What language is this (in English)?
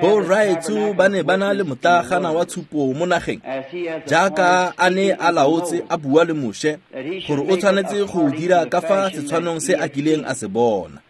Tswana